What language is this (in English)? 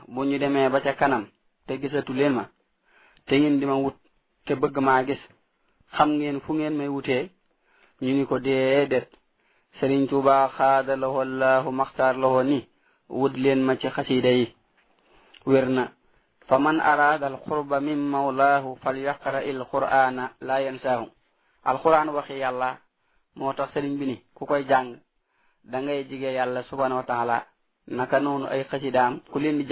Wolof